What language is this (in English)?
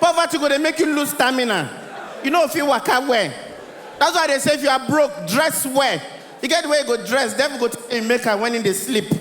Nigerian Pidgin